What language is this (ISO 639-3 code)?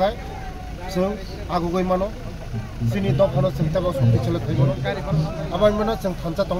trp